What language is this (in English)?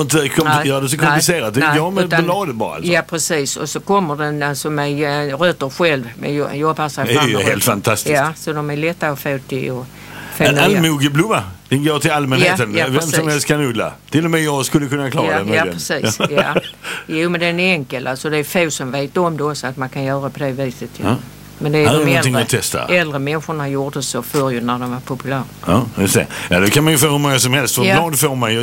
Swedish